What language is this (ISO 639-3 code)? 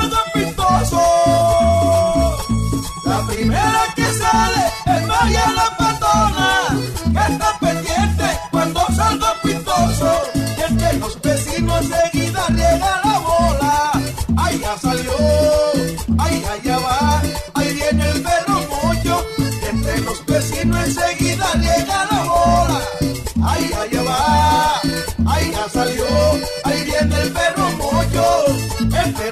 spa